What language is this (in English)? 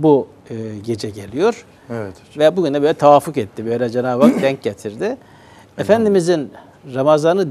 Turkish